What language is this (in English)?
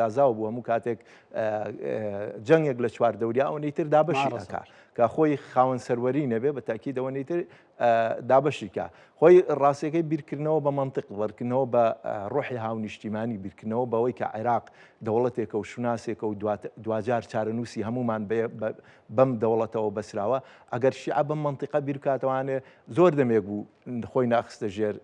Central Kurdish